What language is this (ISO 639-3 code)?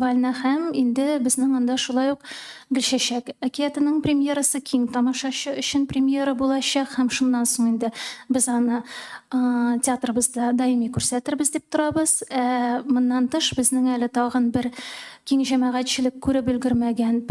tat